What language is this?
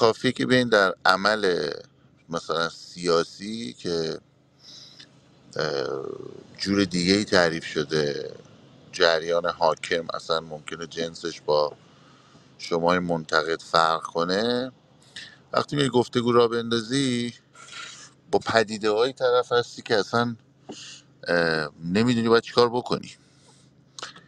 Persian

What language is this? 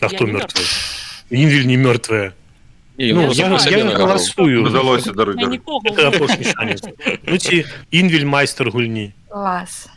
Belarusian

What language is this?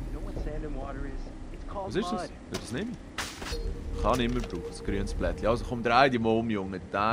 Swiss German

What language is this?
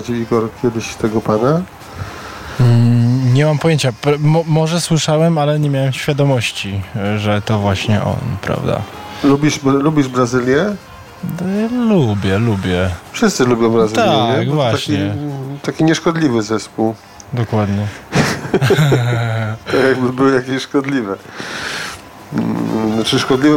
Polish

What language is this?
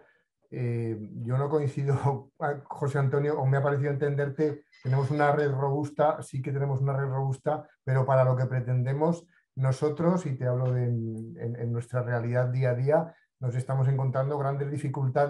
Spanish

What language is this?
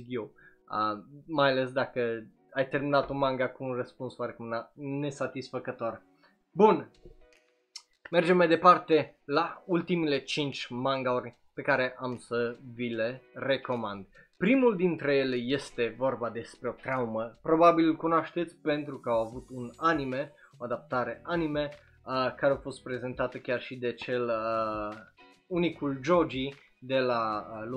Romanian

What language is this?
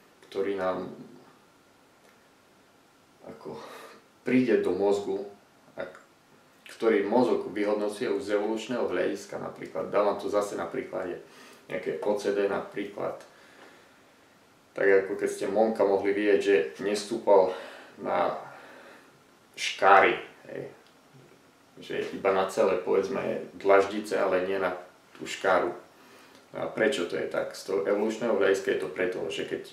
Slovak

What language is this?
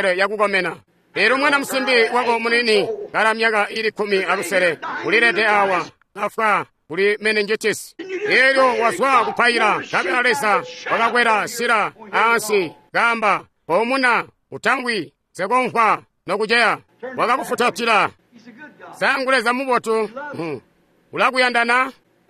Tonga (Zambia)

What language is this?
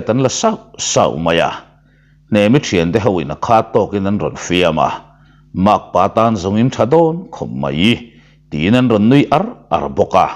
Mizo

